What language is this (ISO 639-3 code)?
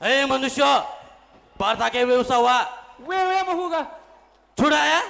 new